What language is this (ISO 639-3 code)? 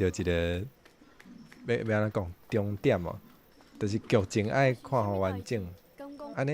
nan